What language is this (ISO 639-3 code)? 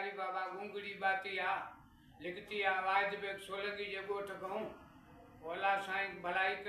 snd